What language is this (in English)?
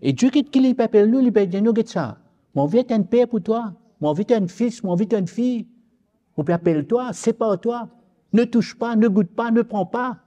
Morisyen